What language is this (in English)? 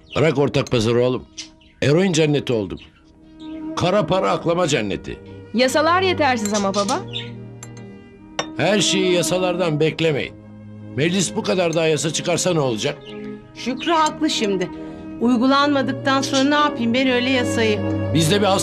Turkish